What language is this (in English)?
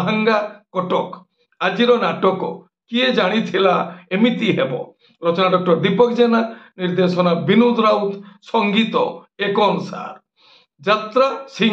Odia